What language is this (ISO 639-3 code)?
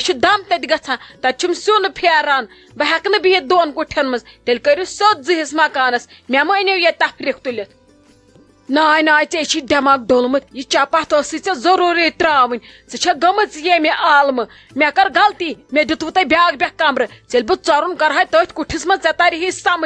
kas